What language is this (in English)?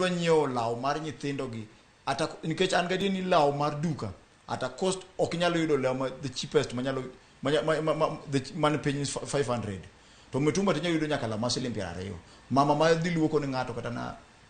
Luo (Kenya and Tanzania)